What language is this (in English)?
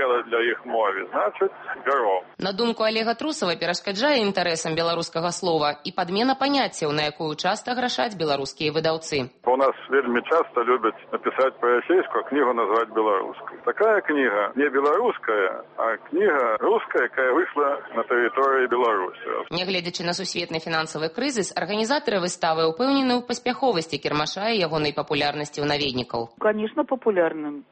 Belarusian